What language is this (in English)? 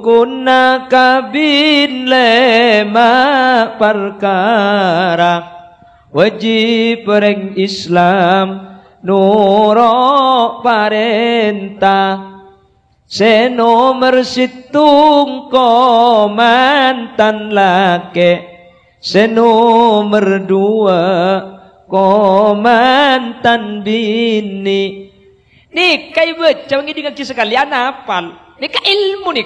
Madurese